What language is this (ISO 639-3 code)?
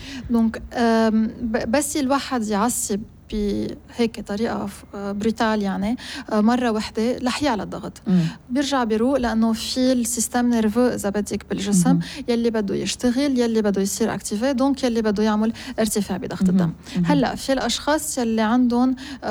apc